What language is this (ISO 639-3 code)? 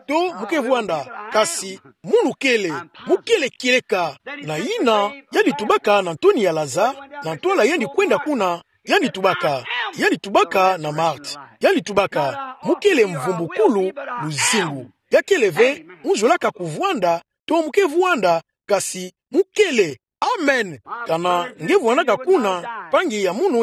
ktu